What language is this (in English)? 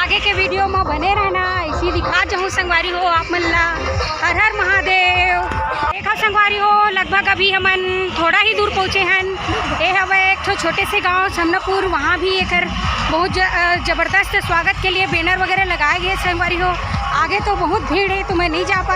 Chhattisgarhi